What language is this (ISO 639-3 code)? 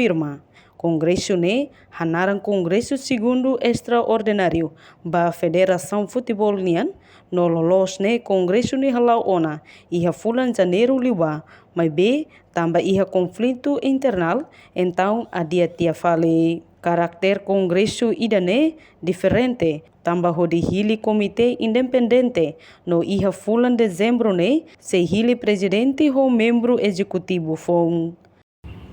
tet